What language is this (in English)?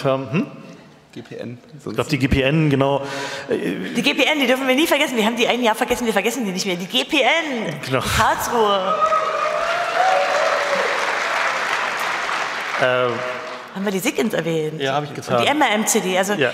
German